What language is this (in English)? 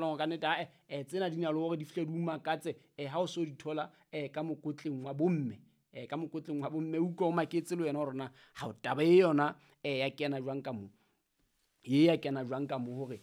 Southern Sotho